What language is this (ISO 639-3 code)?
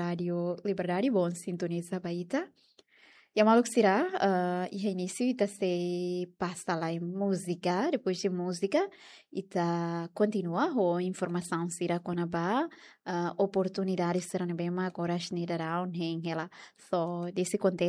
tet